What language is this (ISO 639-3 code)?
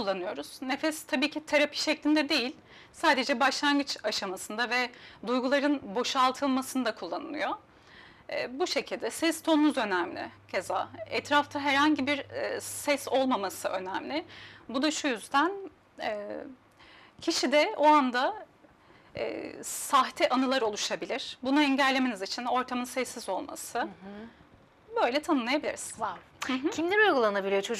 tur